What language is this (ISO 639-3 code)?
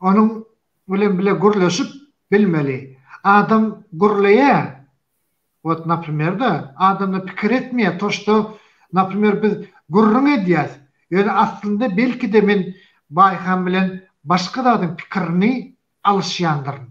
tuk